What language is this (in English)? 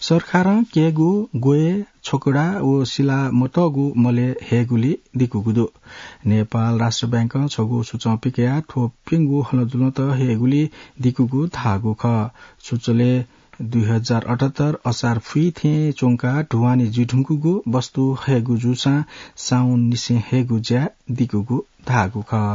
Newari